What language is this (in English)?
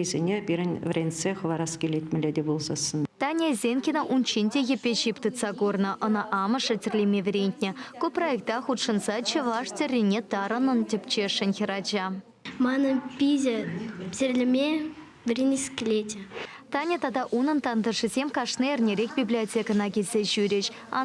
Chuvash